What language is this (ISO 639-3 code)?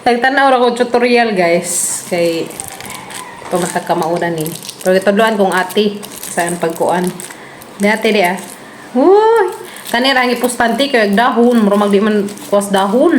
ceb